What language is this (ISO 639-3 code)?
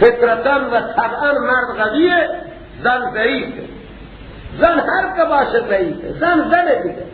fas